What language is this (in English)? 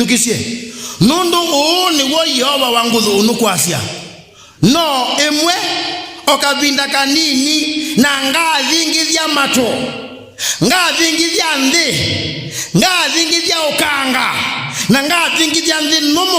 Kamba